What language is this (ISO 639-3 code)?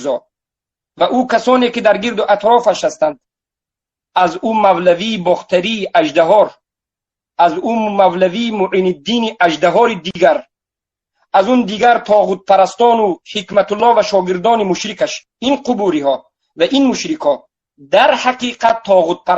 tgk